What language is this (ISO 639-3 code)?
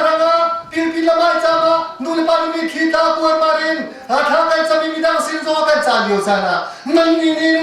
cnh